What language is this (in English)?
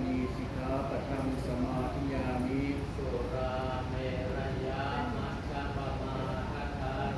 Pali